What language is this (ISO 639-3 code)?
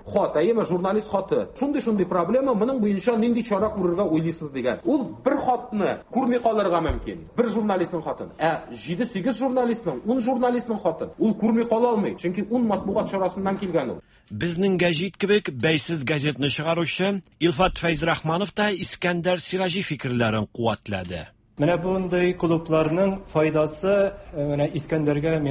tat